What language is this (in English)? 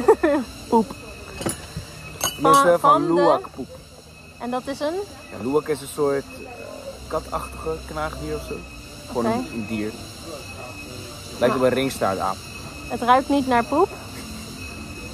Dutch